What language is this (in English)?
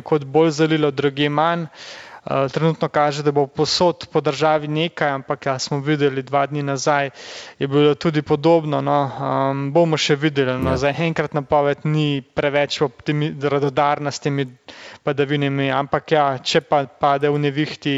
Slovenian